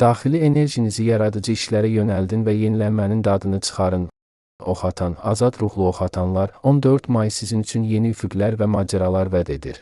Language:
Azerbaijani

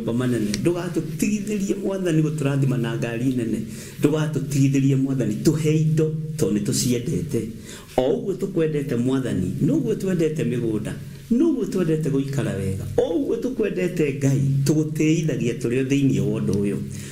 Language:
Kikuyu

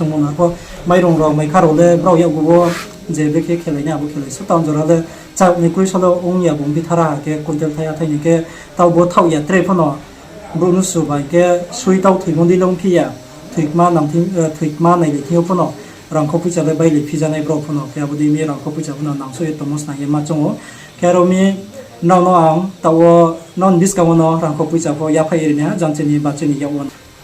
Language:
Riang (India)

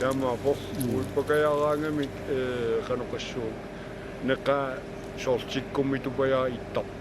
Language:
Kalaallisut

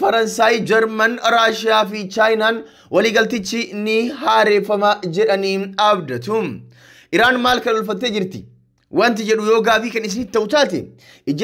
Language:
Oromo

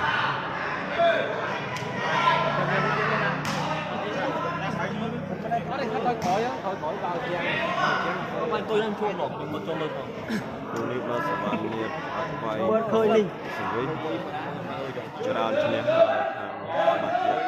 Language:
Vietnamese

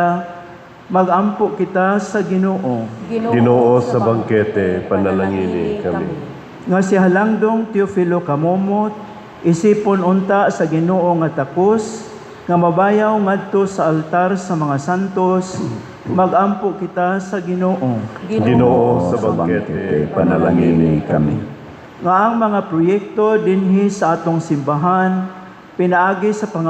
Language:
Cebuano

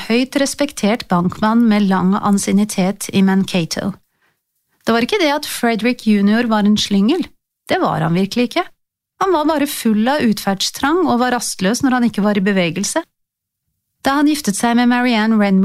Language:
Norwegian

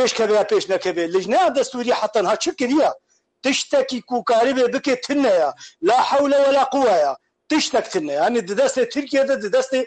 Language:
Kurdish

